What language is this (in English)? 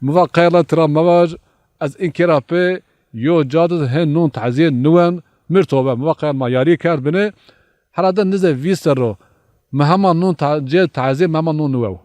Zaza